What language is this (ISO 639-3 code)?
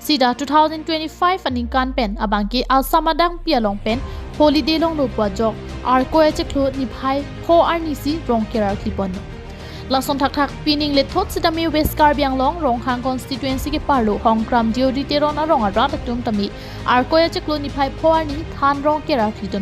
mjw